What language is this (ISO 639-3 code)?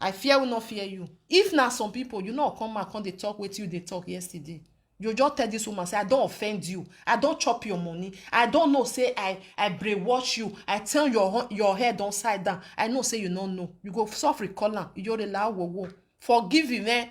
pcm